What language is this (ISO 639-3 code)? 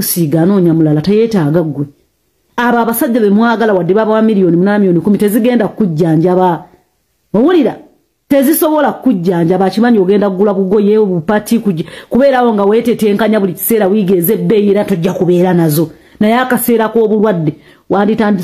lug